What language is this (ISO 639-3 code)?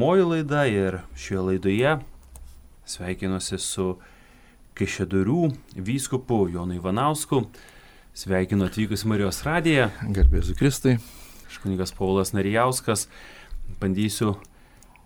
lit